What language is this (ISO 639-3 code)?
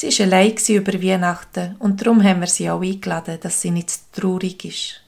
gsw